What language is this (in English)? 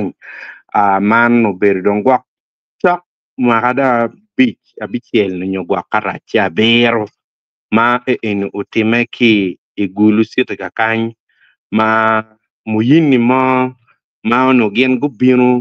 Acoli